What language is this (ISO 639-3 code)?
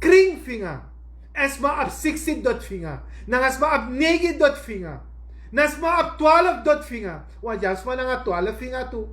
srn